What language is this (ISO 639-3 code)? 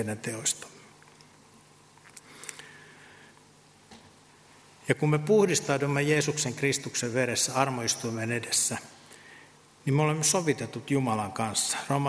fin